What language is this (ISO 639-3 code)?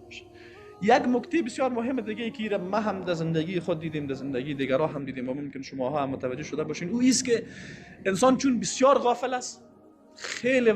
fas